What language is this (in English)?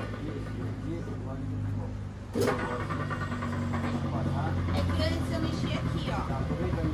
Portuguese